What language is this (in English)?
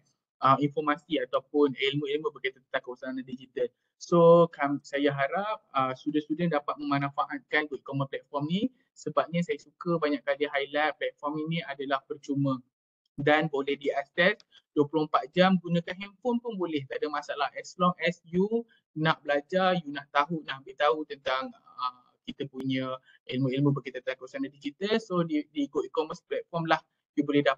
Malay